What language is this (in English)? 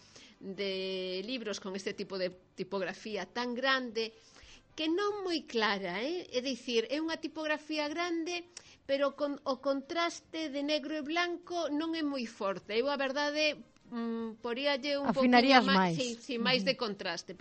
Galician